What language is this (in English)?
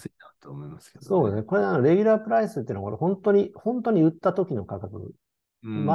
Japanese